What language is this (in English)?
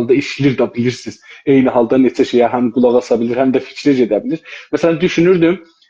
South Azerbaijani